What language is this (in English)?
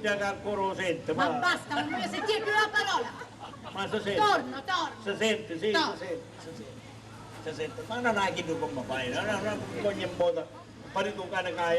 Sicilian